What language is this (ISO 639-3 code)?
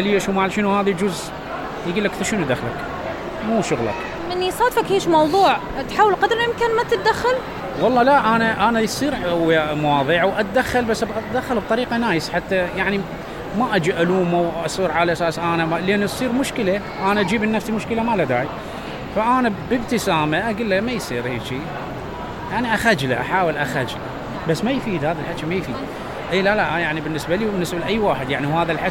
acm